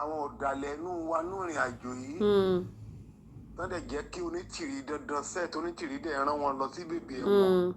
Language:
Yoruba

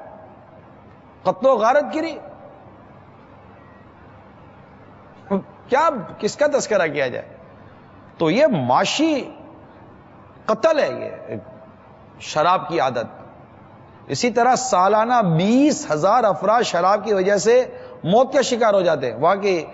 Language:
Urdu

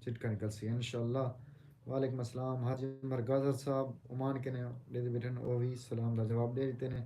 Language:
Saraiki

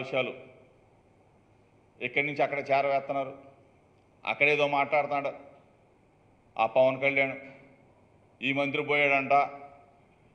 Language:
Telugu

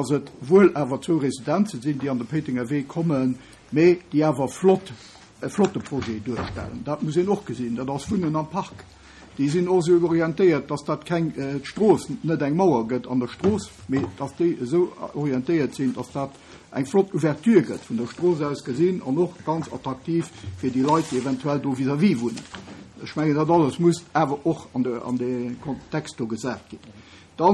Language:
Luxembourgish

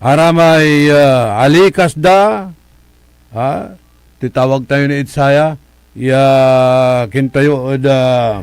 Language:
Pangasinan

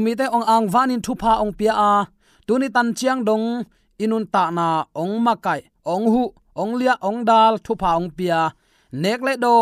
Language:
Tedim Chin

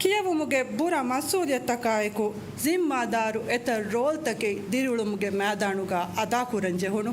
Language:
Divehi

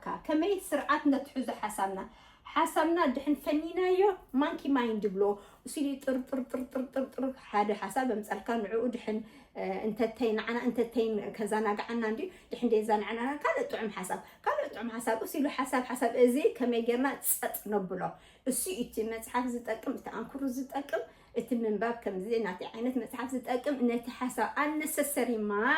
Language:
Tigrinya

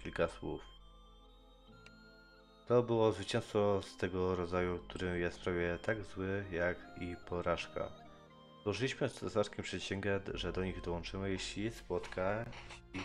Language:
Polish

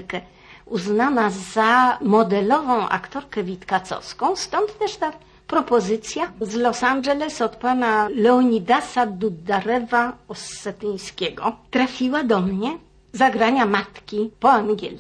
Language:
Polish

